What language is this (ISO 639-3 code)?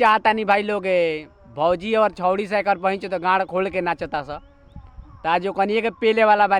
bho